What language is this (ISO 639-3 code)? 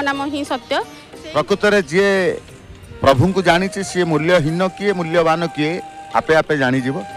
ori